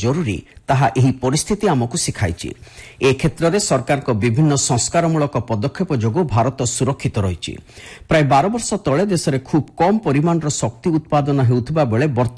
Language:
Odia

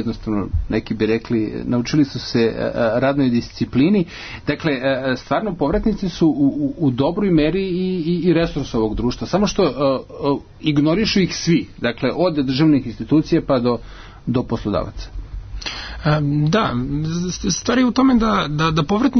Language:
Serbian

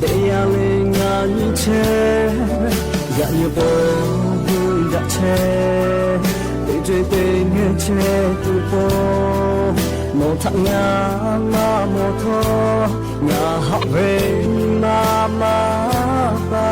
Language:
Lahu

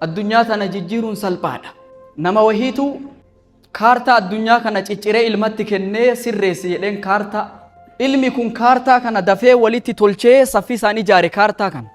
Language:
Oromo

